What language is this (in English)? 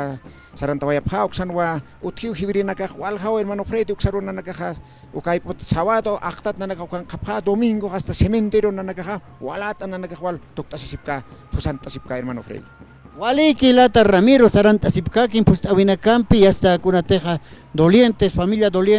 Aymara